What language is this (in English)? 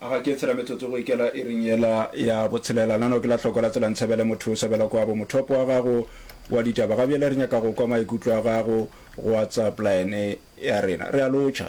Northern Sotho